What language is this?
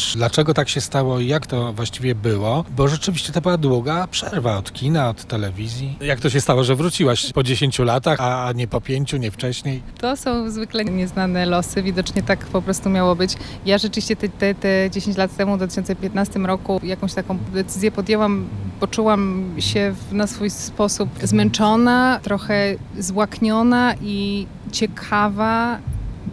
Polish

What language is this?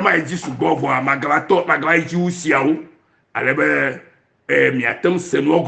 Ewe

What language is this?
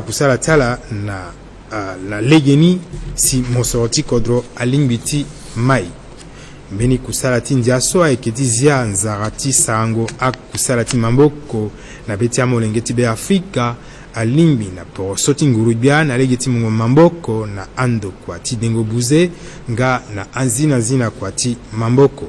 Sango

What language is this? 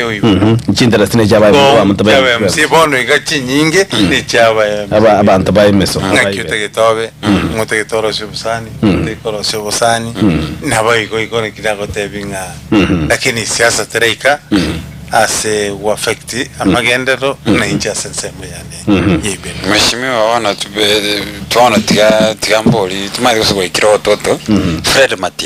Gusii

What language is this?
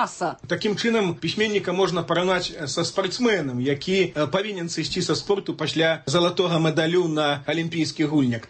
Belarusian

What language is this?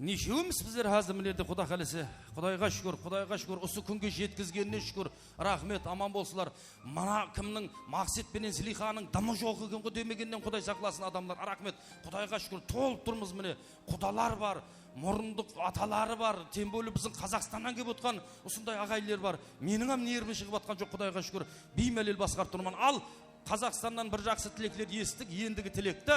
Kara-Kalpak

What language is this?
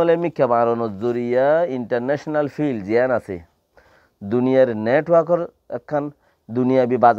Rohingya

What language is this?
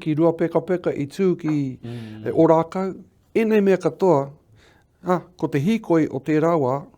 Māori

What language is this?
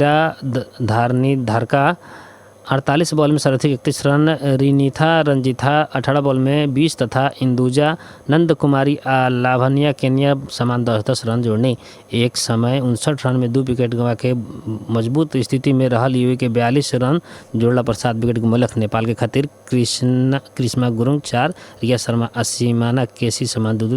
Bhojpuri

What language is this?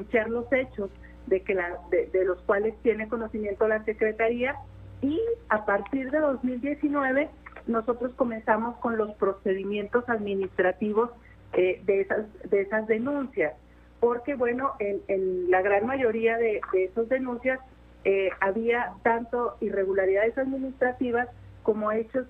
Spanish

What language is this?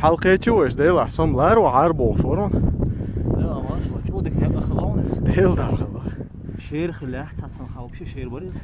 Chechen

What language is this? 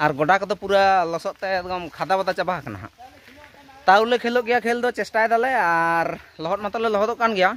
Santali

